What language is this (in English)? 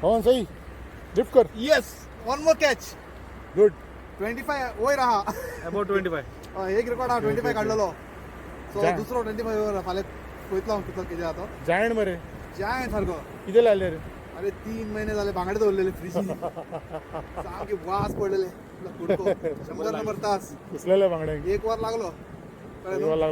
Konkani